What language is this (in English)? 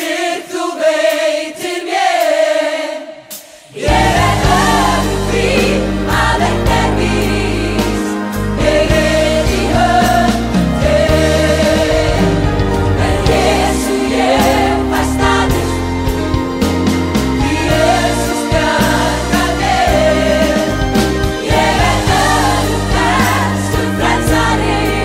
Icelandic